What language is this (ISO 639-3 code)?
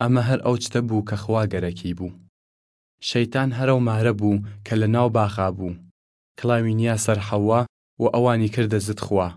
sdh